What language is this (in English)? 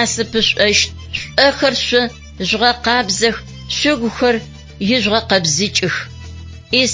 Adyghe